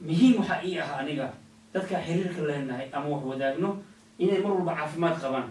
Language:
Somali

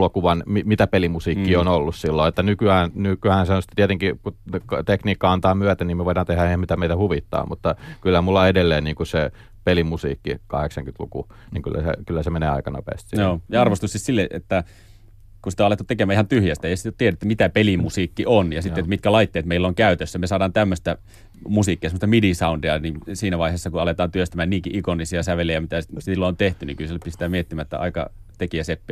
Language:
Finnish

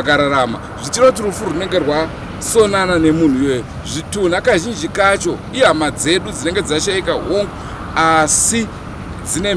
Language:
Shona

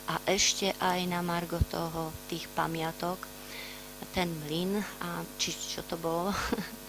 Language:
Slovak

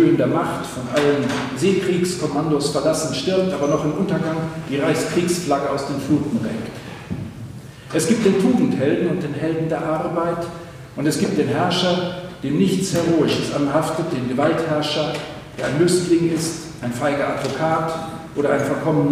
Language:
German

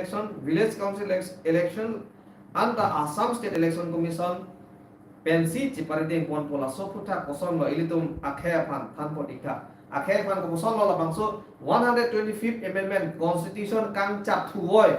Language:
Karbi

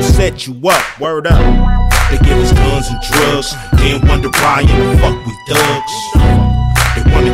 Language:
English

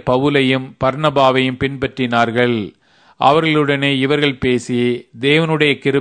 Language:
Tamil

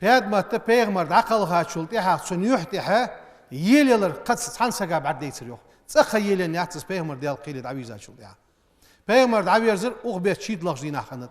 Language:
Ingush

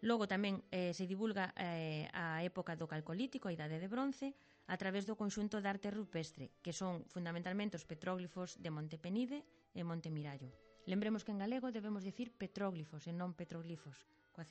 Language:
Galician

